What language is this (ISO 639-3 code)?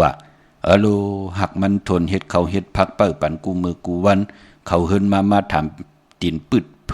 shn